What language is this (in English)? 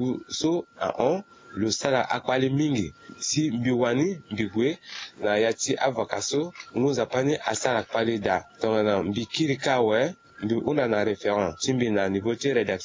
Sango